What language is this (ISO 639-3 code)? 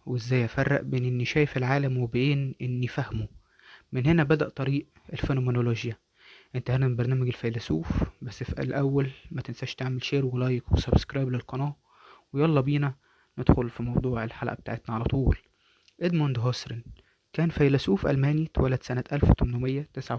arz